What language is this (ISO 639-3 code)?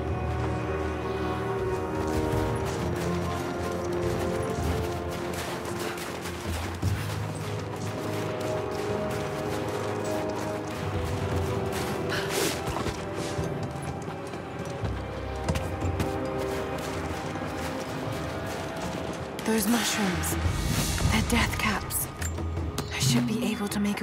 eng